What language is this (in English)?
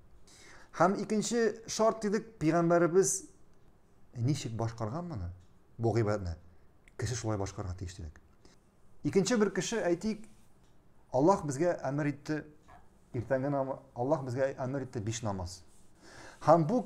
Tatar